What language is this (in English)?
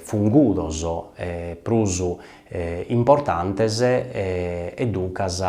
Sardinian